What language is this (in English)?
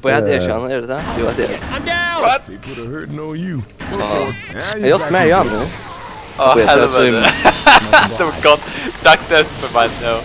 Faroese